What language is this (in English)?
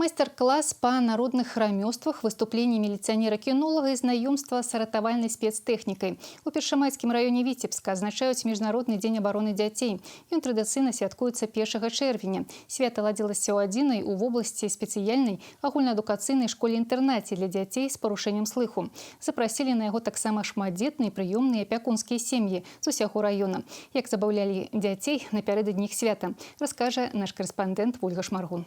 Belarusian